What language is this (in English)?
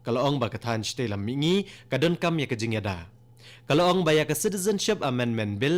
Khasi